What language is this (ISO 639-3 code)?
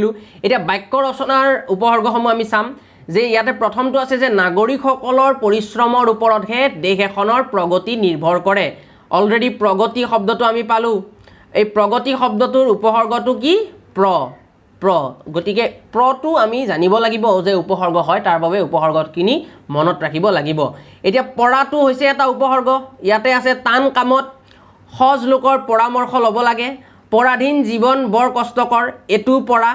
asm